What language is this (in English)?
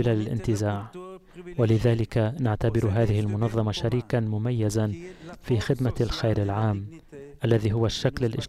Arabic